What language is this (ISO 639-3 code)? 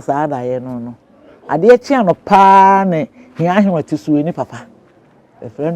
aka